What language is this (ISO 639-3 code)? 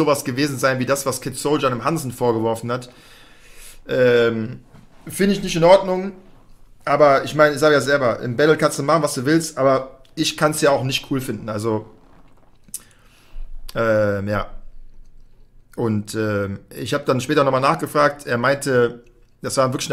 deu